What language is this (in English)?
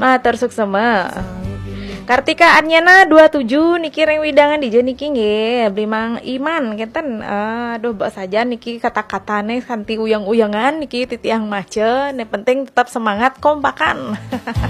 Balinese